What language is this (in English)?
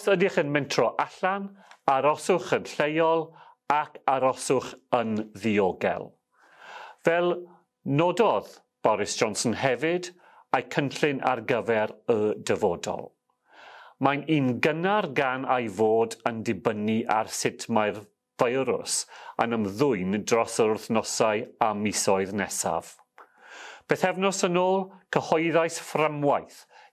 Welsh